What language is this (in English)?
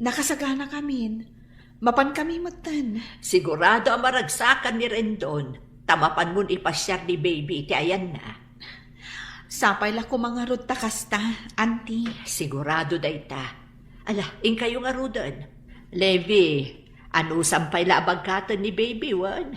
Iloko